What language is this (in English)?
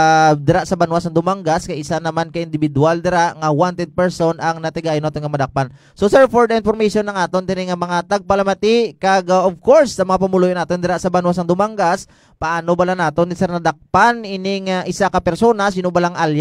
Hiligaynon